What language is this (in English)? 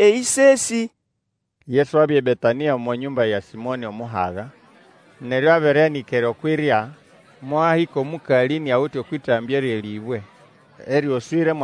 Nande